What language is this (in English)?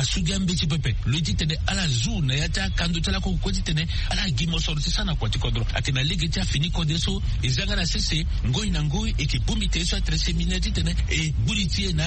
Sango